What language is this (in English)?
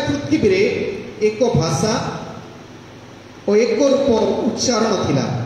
Odia